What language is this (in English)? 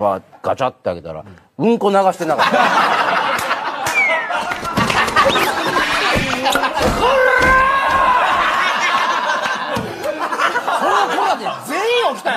Japanese